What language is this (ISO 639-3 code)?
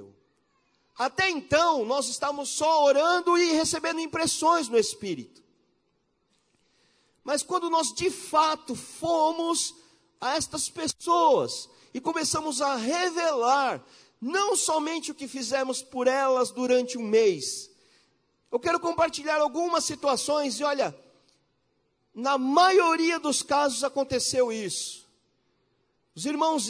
por